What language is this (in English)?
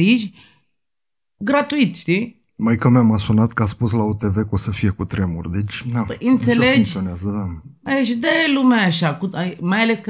Romanian